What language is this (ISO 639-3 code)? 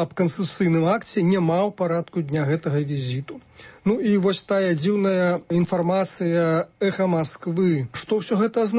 bel